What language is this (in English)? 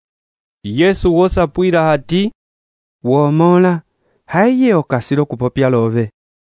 Umbundu